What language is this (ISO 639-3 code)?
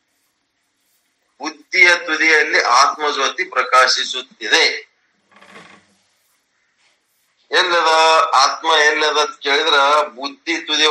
kan